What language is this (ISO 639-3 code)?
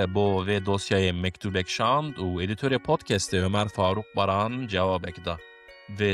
kur